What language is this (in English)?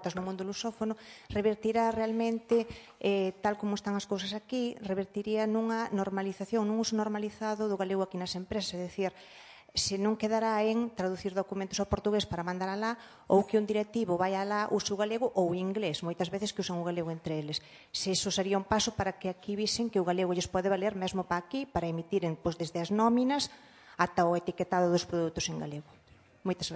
Galician